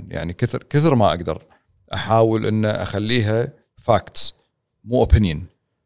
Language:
Gulf Arabic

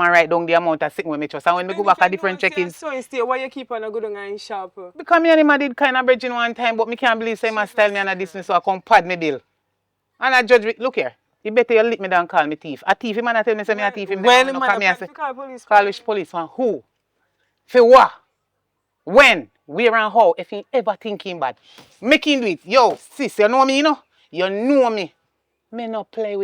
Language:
Jamaican Creole English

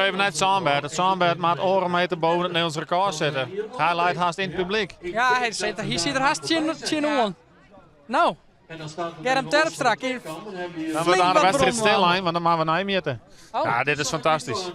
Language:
Western Frisian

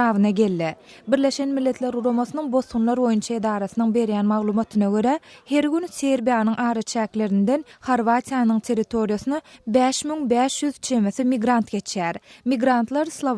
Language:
Turkmen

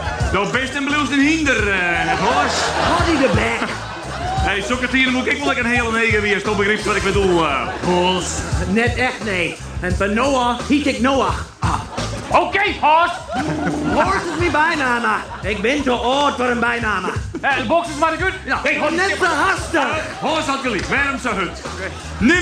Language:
Western Frisian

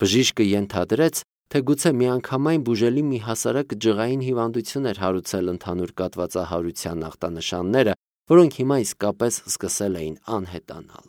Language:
Armenian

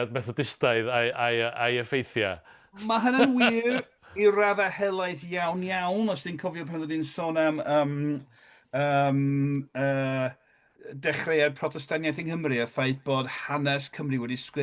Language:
Welsh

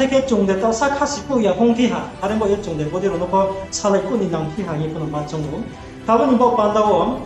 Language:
Riang (India)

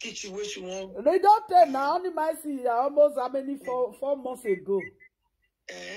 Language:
Nigerian Pidgin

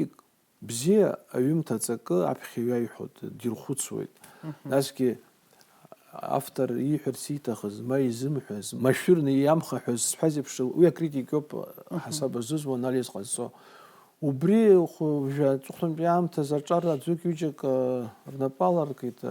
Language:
Abkhazian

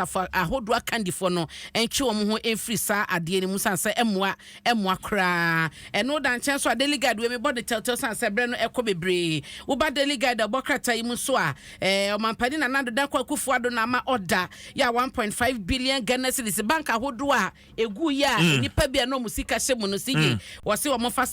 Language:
Akan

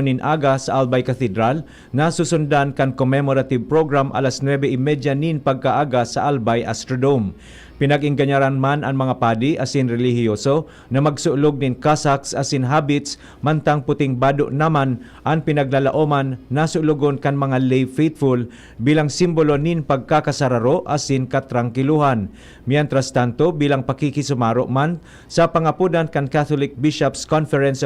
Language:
Bikol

